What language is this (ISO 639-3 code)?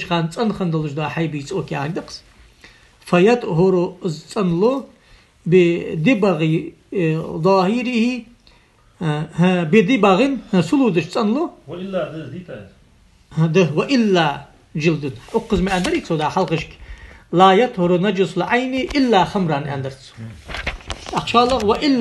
inh